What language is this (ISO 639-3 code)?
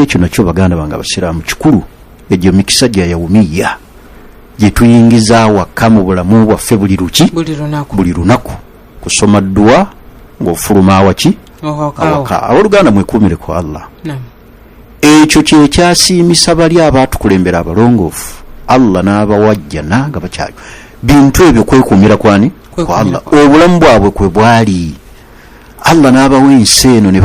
lug